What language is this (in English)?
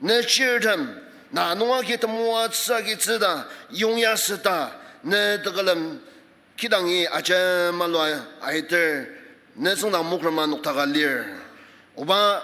Ao Naga